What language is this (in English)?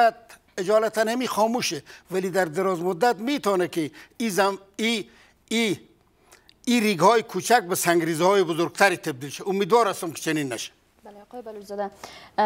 Persian